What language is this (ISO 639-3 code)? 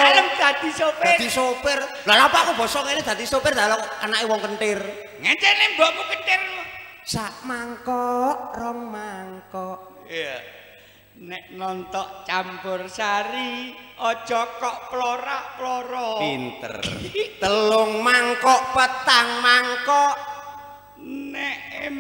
jav